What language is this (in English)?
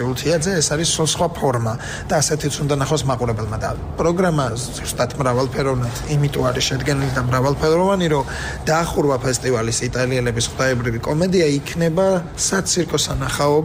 Georgian